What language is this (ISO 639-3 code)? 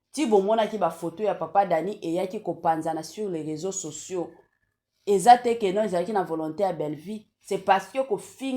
lin